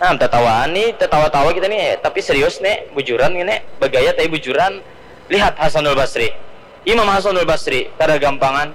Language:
Banjar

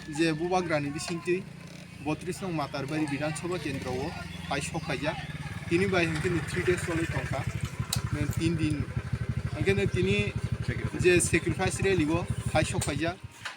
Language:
Kok Borok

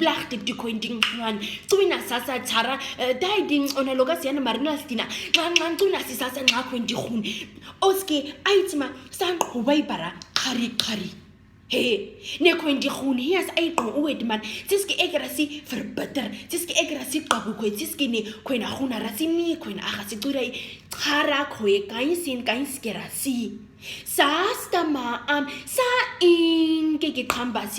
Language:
Nama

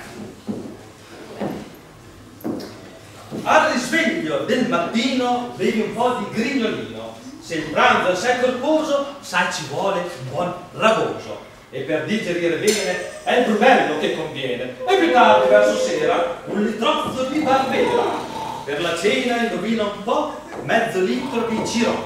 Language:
Italian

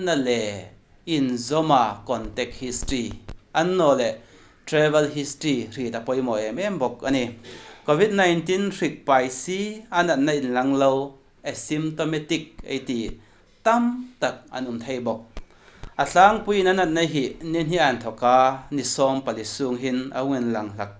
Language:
Hmar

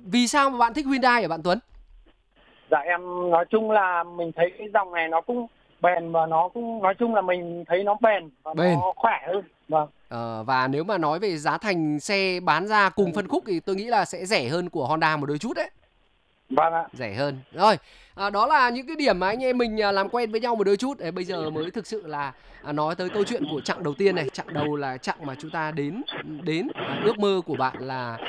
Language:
Vietnamese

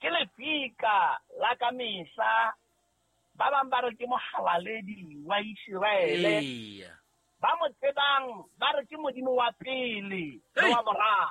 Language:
Southern Sotho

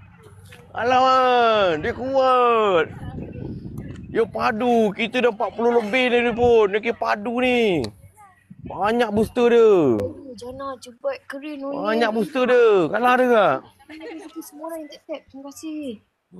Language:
Malay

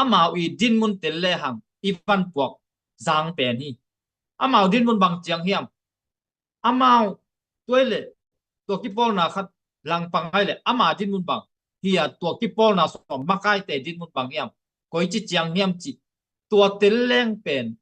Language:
Tedim Chin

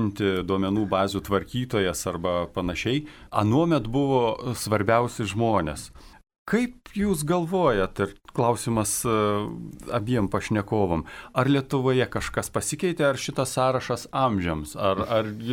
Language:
Lithuanian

